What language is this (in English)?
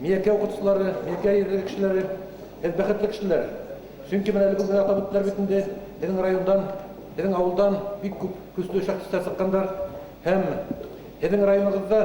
Bashkir